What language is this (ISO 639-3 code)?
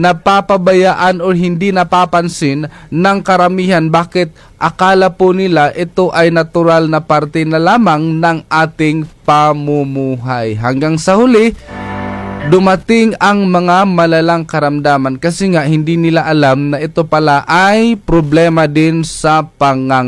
fil